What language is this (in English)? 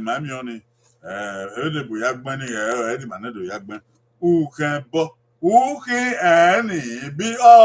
Bini